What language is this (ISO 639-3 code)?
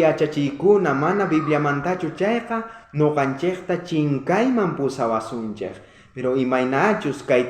quh